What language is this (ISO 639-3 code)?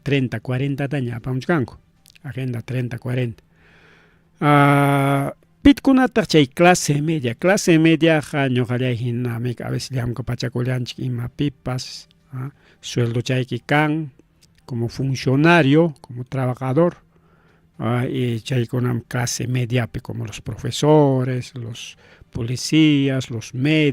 quy